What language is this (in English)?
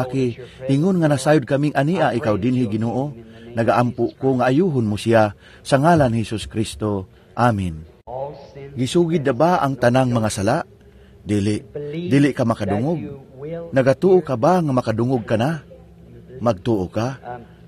Cebuano